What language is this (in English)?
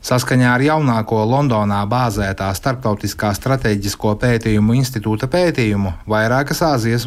Latvian